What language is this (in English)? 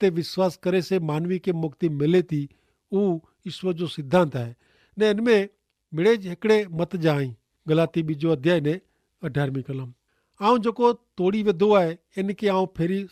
Kachhi